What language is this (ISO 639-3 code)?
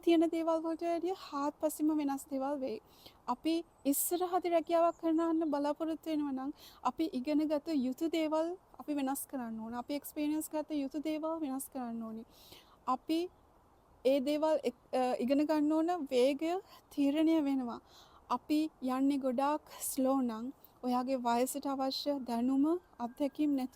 sin